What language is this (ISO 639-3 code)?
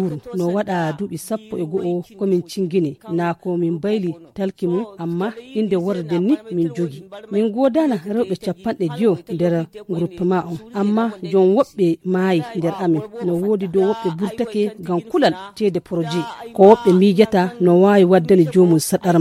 fuv